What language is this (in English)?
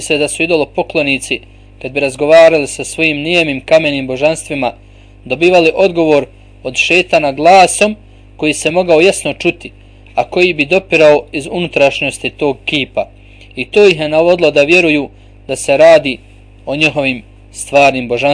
Bosnian